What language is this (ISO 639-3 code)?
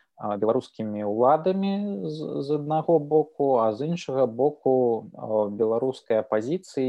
bel